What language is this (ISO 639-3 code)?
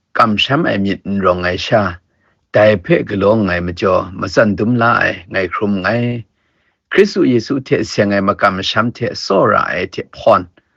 kac